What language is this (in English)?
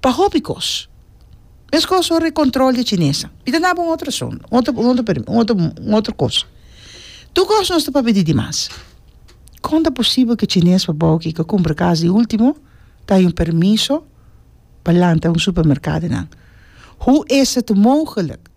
Papiamento